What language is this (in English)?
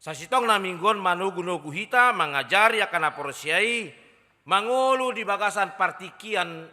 Batak Toba